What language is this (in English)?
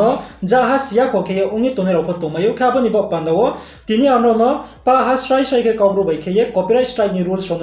Riang (India)